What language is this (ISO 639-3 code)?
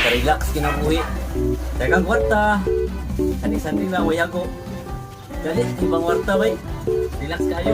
ceb